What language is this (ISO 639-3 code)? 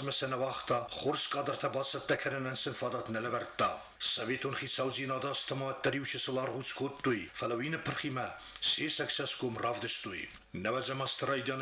oss